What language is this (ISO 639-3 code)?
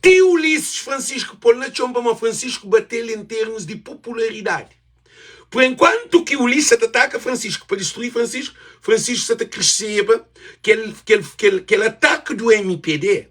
kea